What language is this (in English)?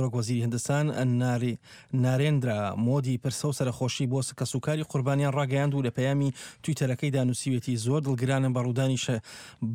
Central Kurdish